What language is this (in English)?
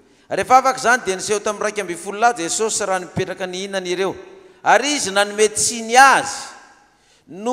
Malagasy